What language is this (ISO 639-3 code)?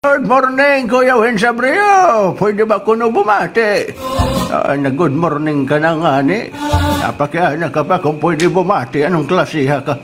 war